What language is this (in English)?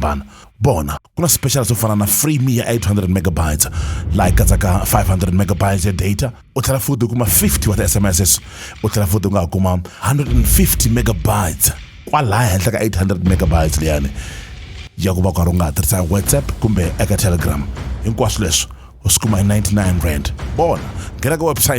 Tsonga